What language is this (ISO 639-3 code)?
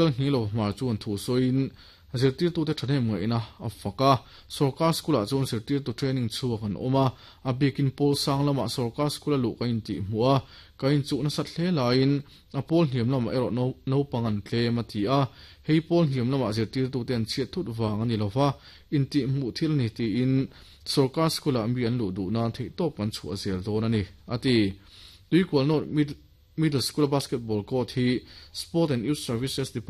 lus